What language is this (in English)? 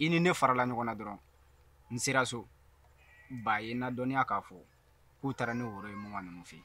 Bambara